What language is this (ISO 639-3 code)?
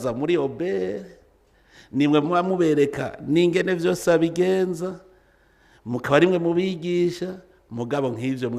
run